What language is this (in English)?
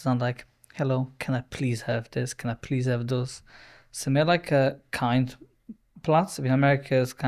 Yiddish